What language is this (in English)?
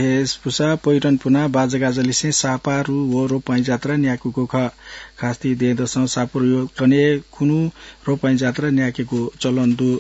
Newari